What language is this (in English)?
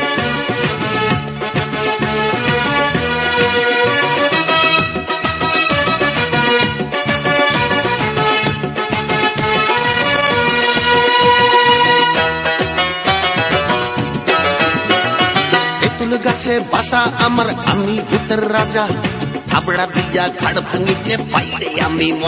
Bangla